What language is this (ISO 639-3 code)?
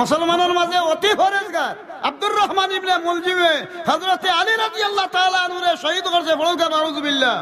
syl